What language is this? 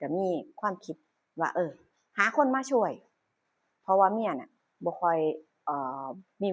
Northeastern Thai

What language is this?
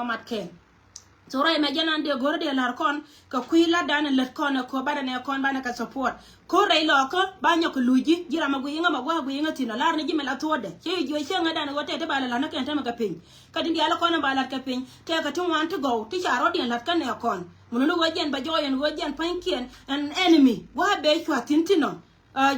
Nuer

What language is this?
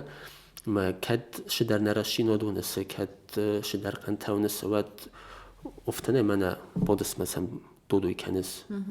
Ossetic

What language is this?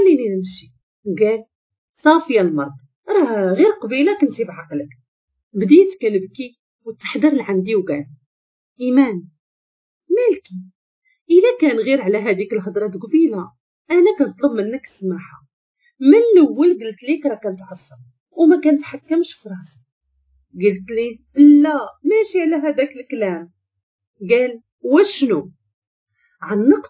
Moroccan Arabic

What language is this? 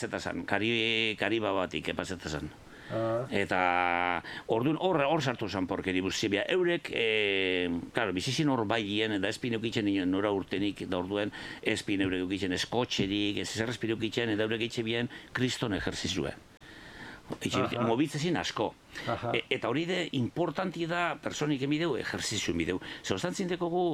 Basque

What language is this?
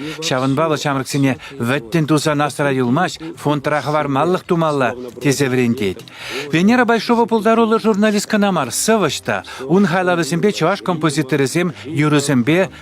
Chuvash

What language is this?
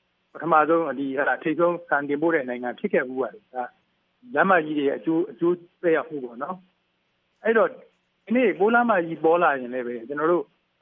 Burmese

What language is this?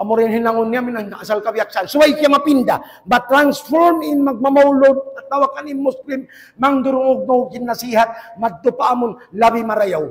Tausug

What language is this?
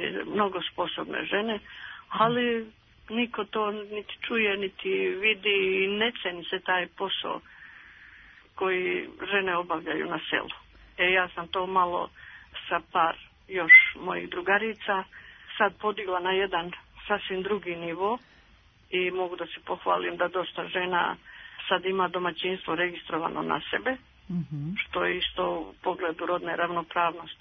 Serbian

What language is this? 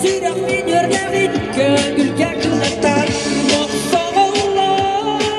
Yakut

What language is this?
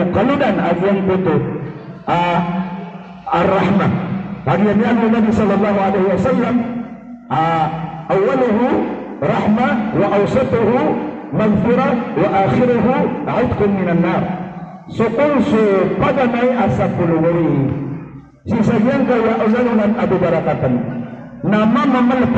Maranao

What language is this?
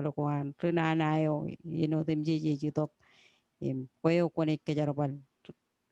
Marshallese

